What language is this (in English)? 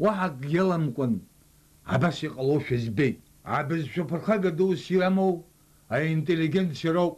Abkhazian